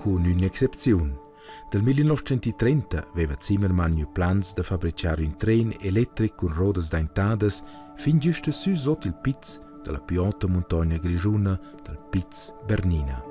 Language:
Romansh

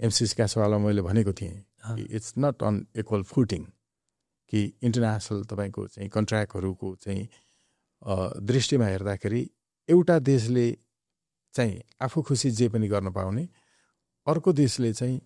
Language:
Nepali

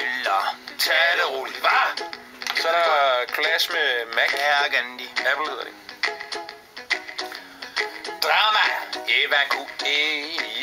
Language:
Danish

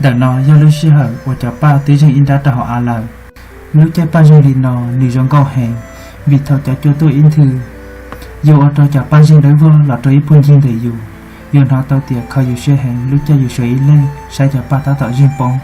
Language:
Hmong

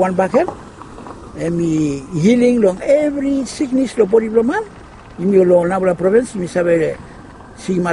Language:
Bislama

